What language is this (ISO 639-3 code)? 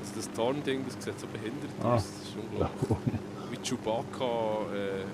gsw